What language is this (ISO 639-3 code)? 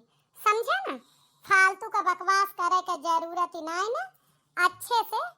awa